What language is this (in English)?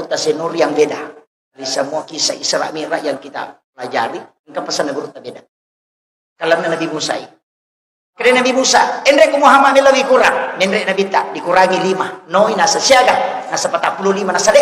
Buginese